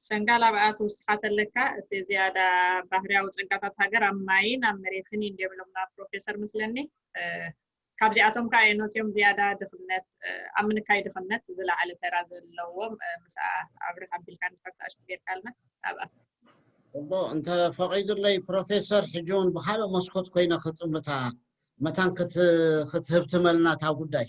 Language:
Tigrinya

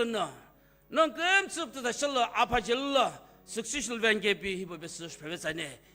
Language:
Sumi Naga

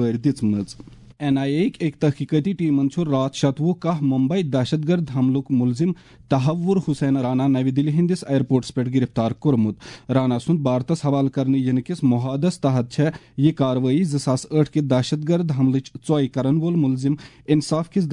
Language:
Kashmiri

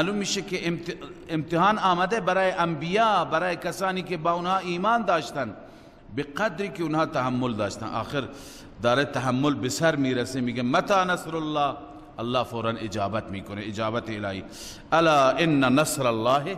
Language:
Persian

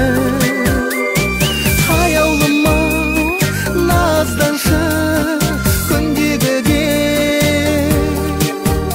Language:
Kazakh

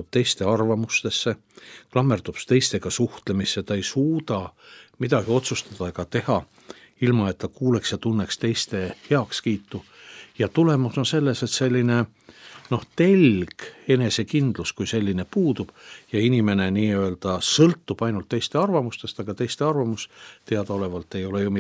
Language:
Estonian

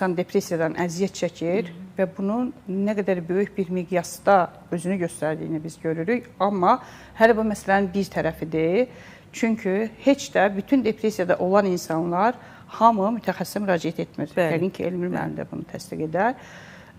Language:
Azerbaijani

